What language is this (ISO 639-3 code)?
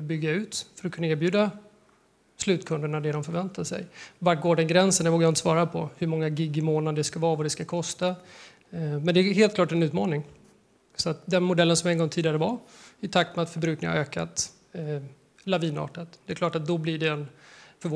swe